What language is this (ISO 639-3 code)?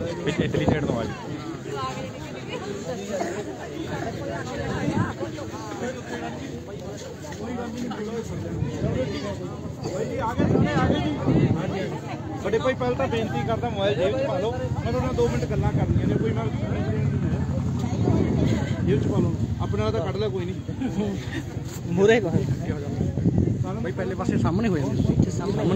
pan